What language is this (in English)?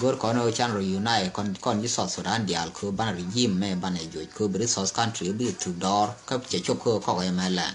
Nuer